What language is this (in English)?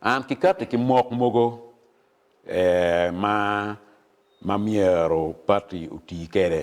Acoli